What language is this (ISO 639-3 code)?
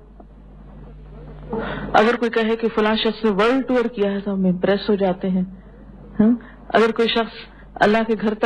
urd